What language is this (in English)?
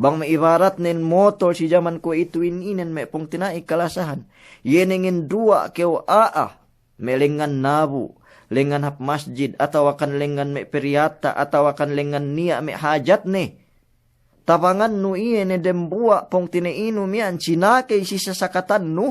Yakan